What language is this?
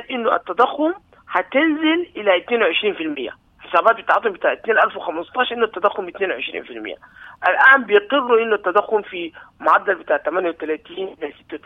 Sudanese Arabic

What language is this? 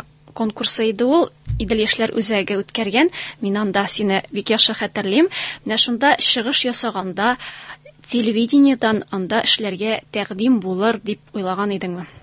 Tatar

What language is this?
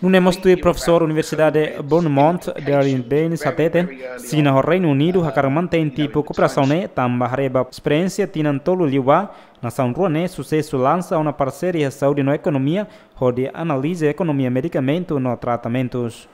Tetum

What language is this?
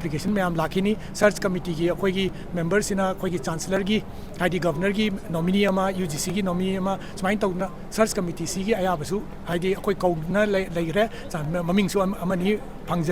Manipuri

